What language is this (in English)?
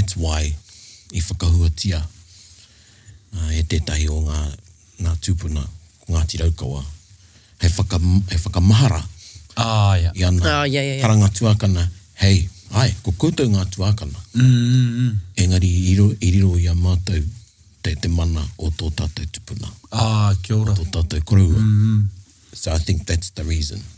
Māori